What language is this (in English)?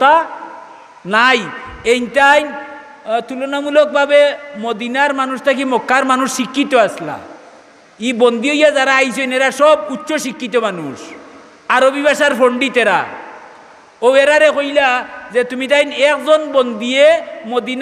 Sylheti